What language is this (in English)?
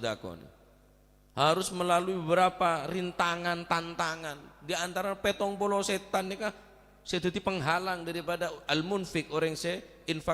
Madurese